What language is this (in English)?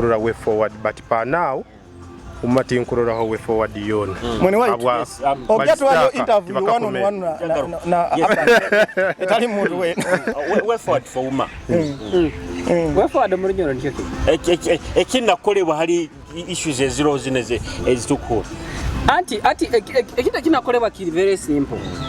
Nyoro